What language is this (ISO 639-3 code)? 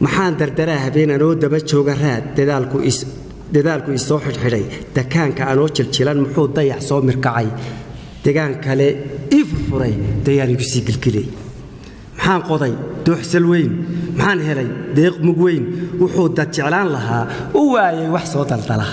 som